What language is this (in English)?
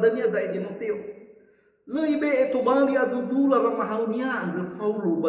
Nias